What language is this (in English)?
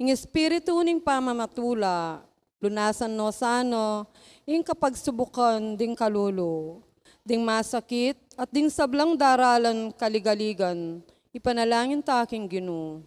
Pampanga